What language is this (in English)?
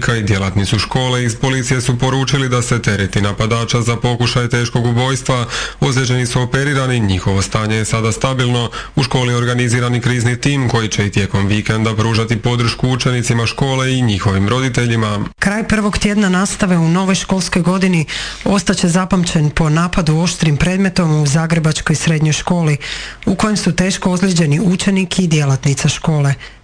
Croatian